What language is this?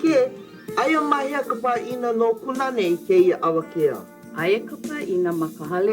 Hawaiian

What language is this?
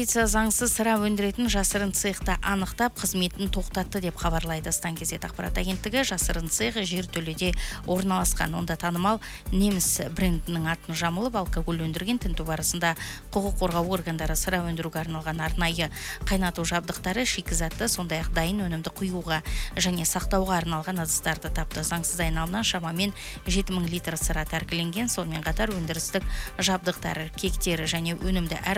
Kazakh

